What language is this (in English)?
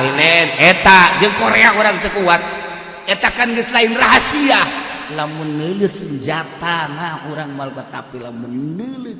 Sundanese